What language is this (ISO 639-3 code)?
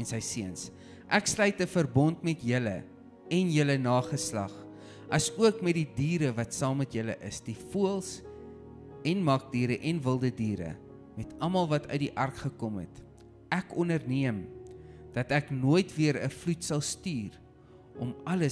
afr